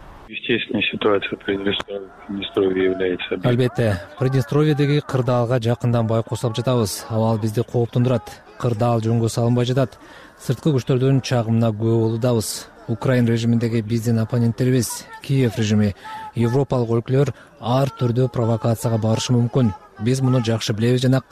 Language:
Kyrgyz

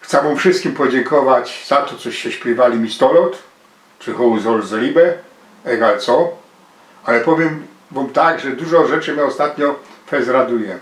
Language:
Silesian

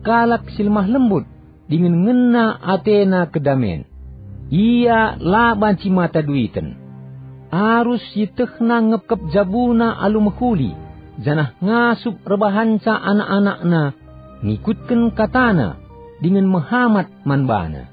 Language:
Batak Karo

